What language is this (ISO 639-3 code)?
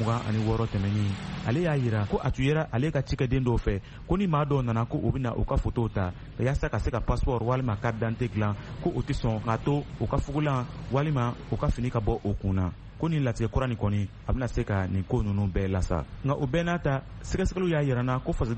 bam